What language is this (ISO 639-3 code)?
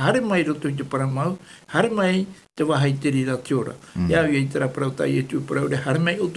tah